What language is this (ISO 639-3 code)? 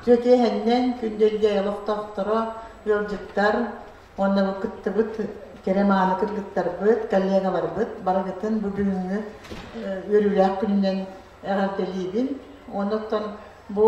sah